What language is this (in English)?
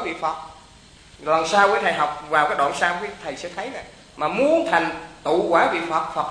Vietnamese